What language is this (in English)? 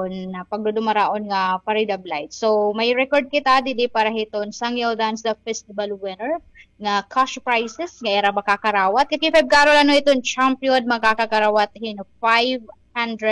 Waray